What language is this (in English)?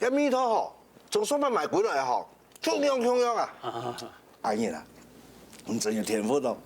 Hakka Chinese